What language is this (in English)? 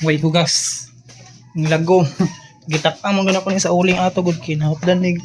Cebuano